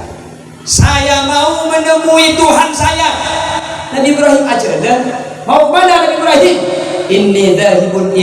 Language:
Madurese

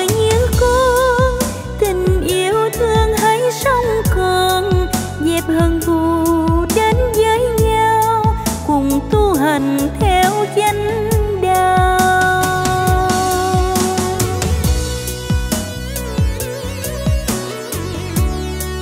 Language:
Vietnamese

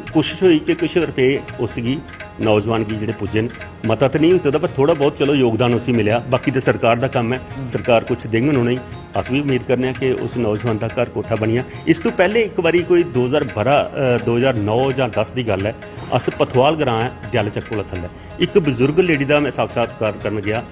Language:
Dogri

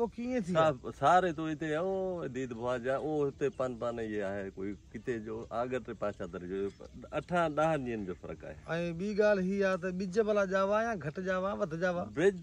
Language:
Sindhi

